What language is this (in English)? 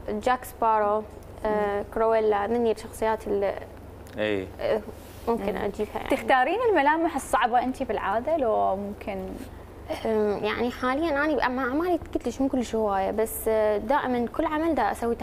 Mesopotamian Arabic